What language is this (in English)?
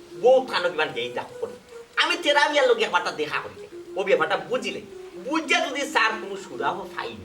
Sylheti